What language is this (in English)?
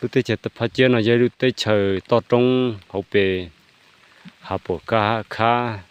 Hmong